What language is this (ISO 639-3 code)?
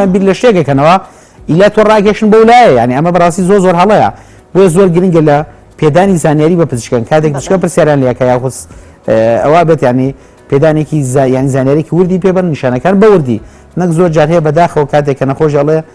ckb